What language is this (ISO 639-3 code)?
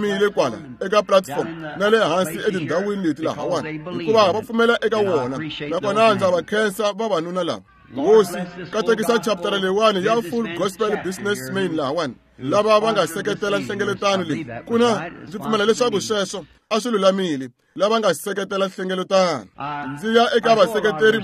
tso